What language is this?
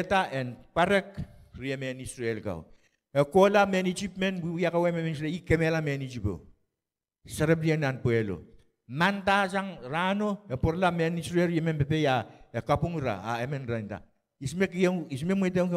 Pohnpeian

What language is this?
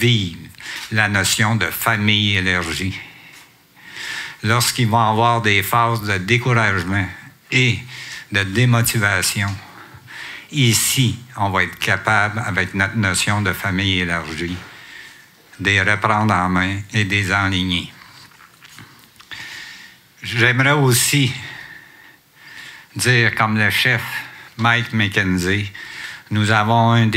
French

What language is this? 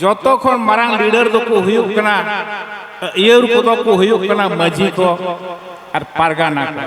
Santali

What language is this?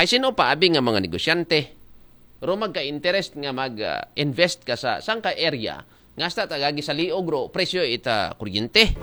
Aklanon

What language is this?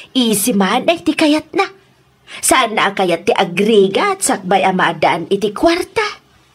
Iloko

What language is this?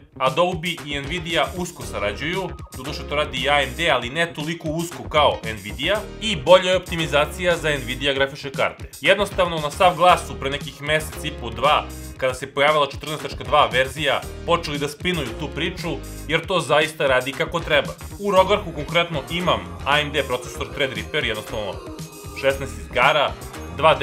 Serbian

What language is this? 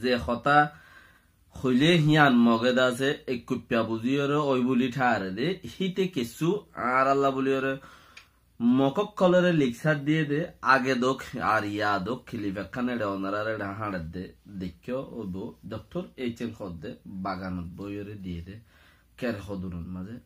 Rohingya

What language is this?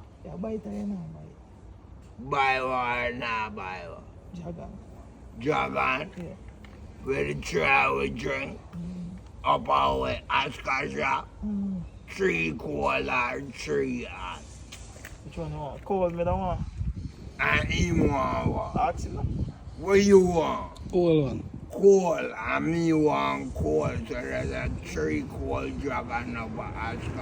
Jamaican Creole English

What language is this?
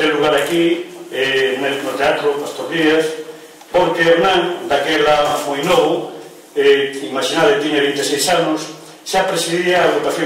Galician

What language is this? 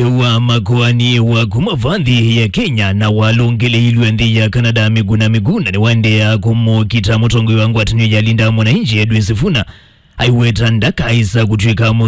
Kamba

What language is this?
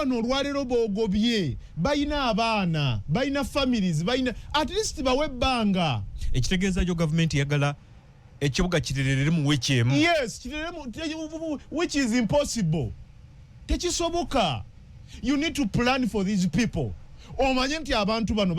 Ganda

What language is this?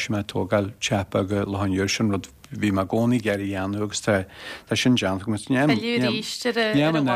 Irish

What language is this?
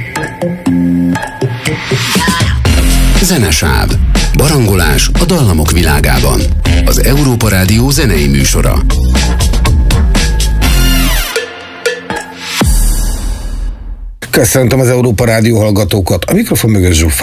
Hungarian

